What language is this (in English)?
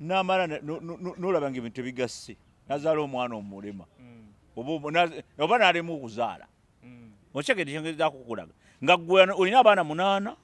Ganda